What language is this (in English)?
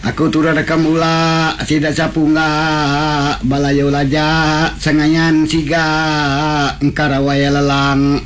Iban